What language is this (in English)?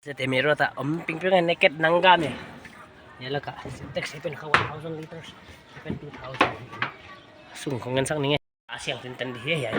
Paite Chin